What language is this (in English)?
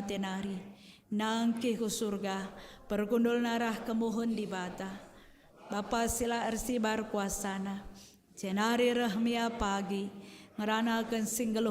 Batak Karo